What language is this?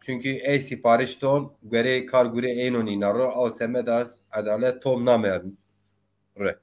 Zaza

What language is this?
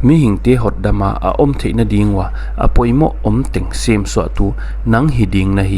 Paite Chin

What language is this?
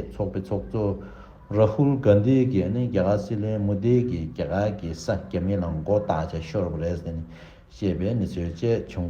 Tibetan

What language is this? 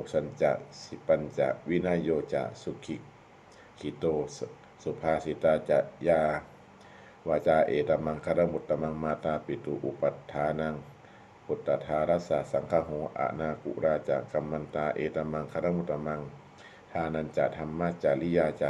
Pali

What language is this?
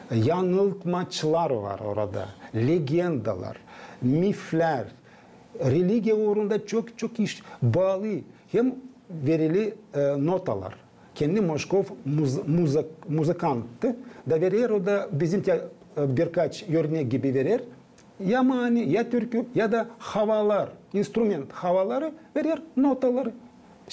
Gagauz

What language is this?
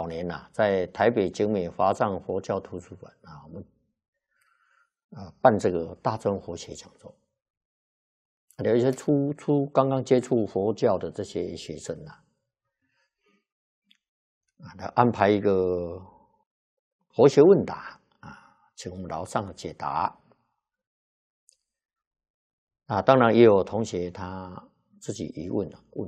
Chinese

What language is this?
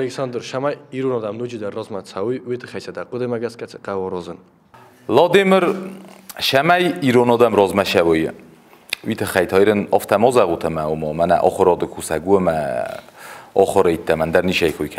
Ossetic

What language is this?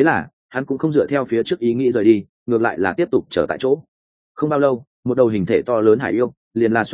Vietnamese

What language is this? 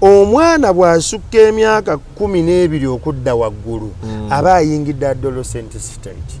Ganda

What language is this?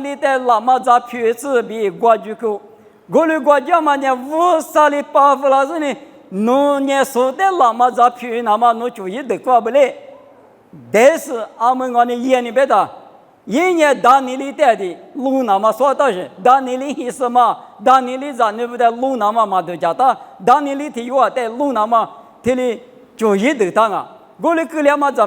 Lisu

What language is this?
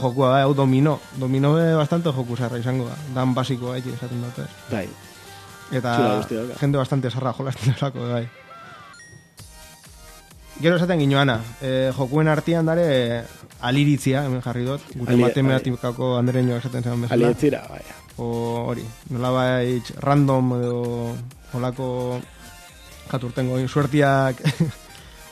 Basque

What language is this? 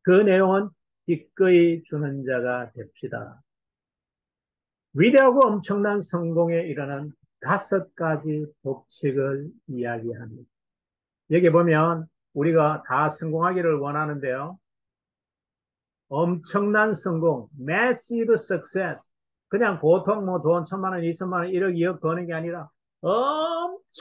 Korean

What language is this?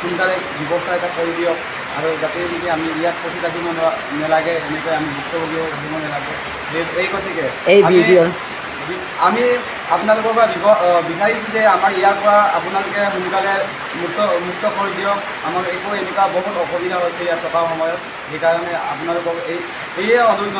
Assamese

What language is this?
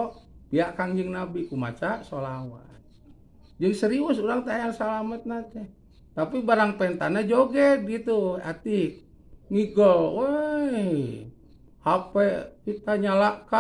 Sundanese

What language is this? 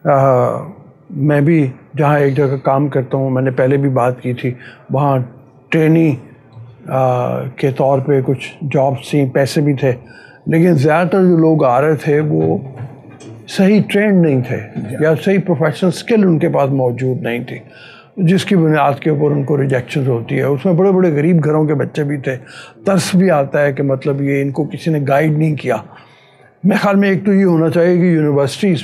Urdu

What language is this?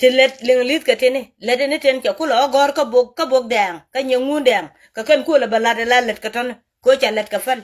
Nuer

